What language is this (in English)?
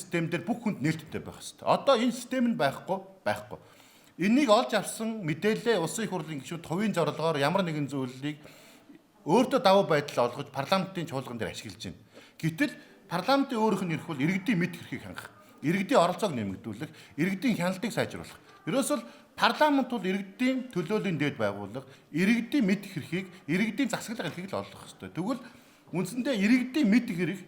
Mongolian